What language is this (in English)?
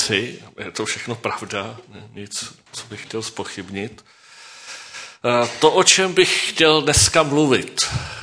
Czech